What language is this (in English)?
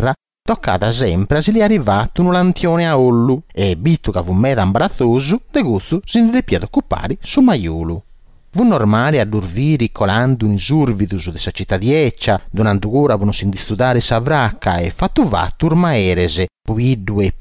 Sardinian